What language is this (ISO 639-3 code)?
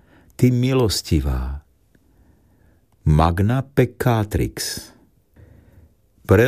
slk